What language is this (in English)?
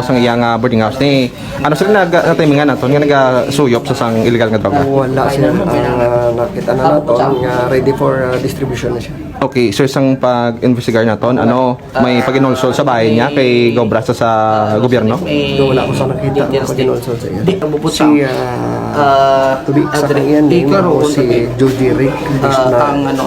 Hiligaynon